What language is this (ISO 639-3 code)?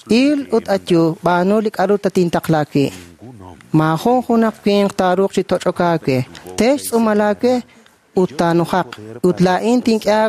kek